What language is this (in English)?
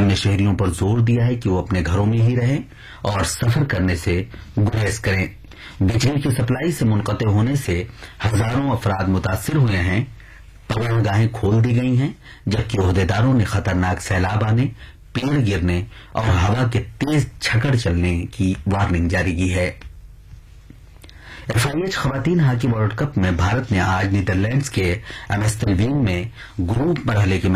Urdu